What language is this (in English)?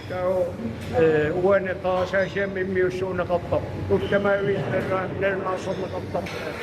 Kalaallisut